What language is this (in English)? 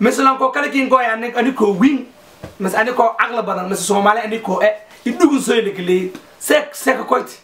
Somali